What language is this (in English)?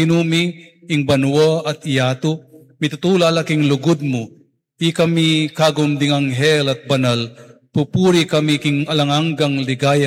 Pampanga